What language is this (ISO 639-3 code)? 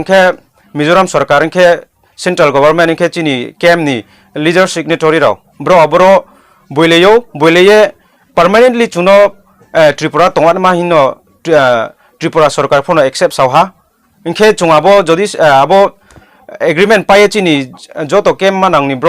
ria